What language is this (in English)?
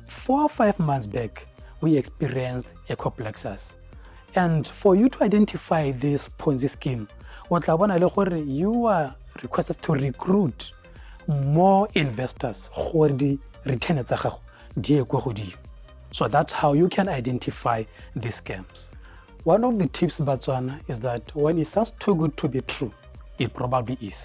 Tswana